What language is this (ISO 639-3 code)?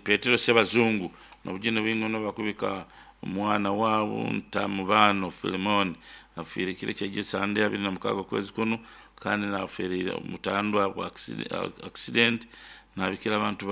nyn